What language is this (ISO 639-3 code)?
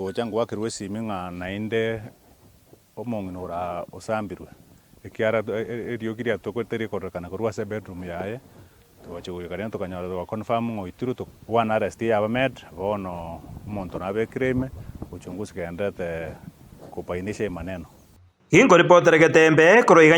guz